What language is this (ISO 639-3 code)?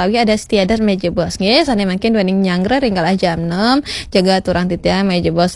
ban